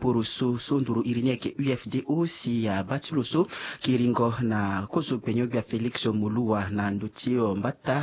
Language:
Sango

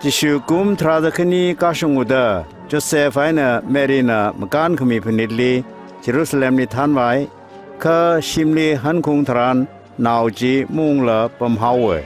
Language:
Tangkhul Naga (India)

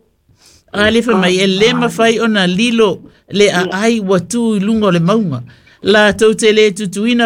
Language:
Samoan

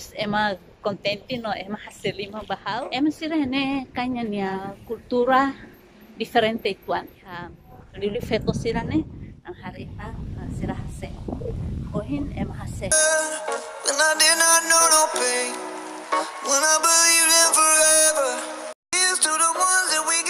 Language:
Tetum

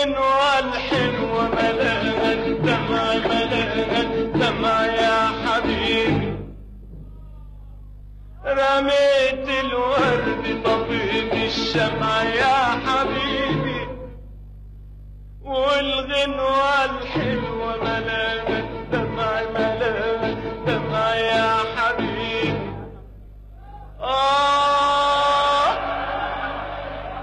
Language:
Egyptian Arabic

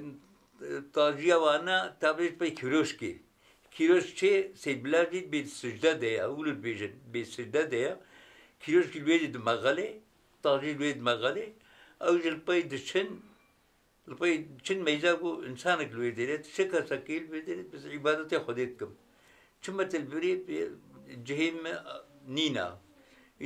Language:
Kurdish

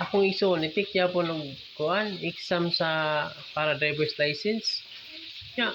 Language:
Cebuano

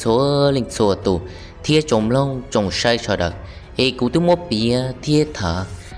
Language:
Hmong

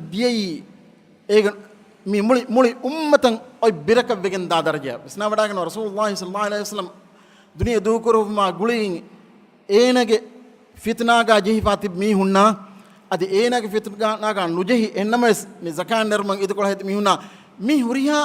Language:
Divehi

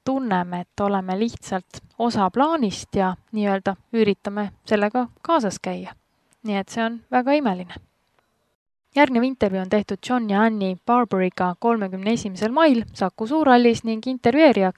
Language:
Estonian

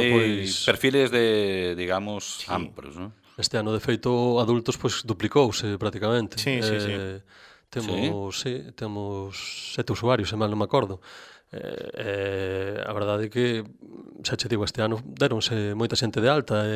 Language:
Galician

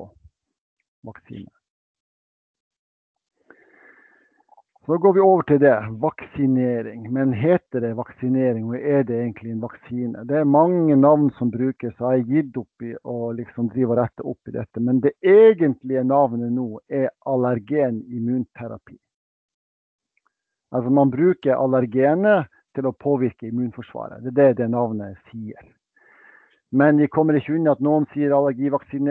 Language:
Norwegian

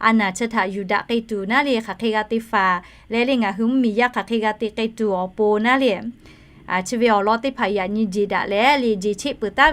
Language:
Lahu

